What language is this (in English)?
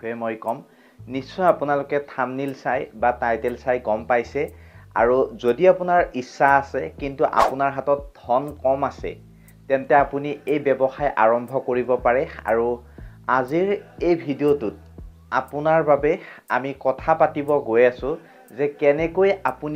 Assamese